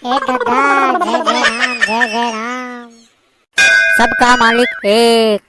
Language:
Chhattisgarhi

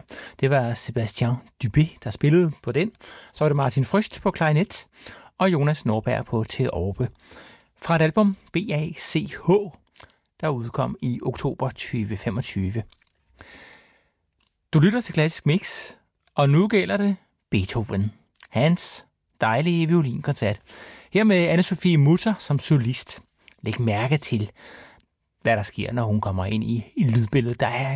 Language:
Danish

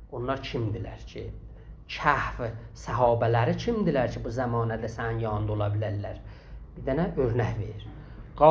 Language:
South Azerbaijani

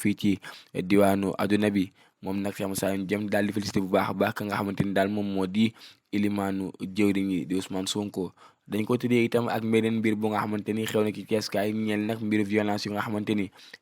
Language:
Wolof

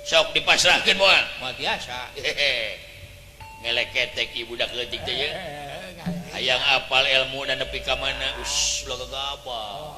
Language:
Sundanese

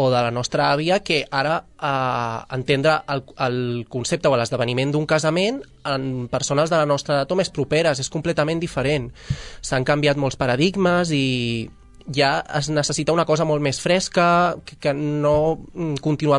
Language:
Catalan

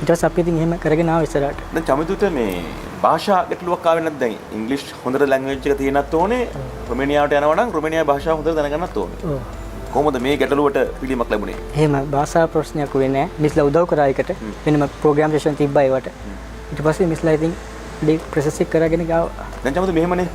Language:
Sinhala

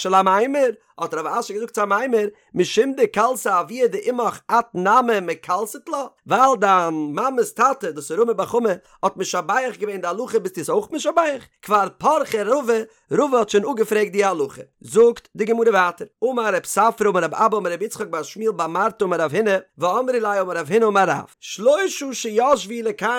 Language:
Yiddish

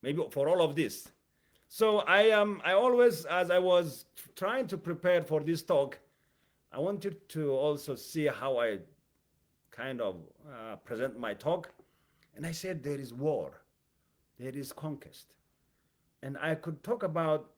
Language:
English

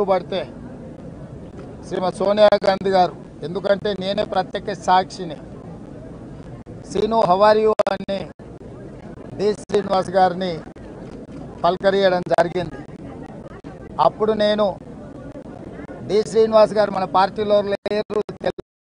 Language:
Telugu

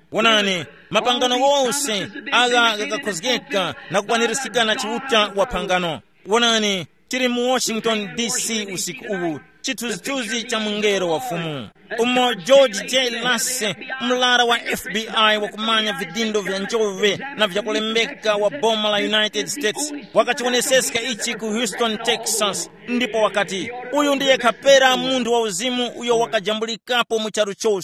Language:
Tumbuka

